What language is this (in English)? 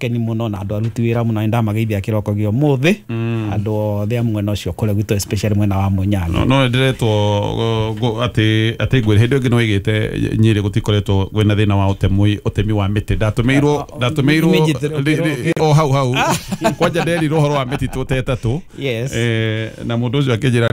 Kikuyu